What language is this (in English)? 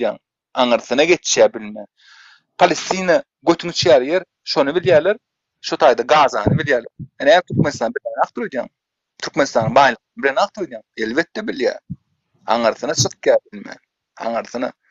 Turkmen